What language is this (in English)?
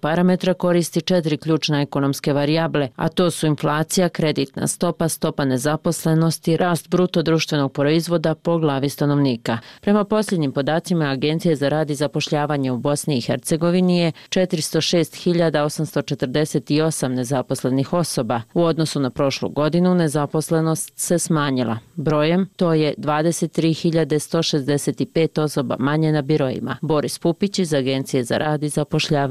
Bosnian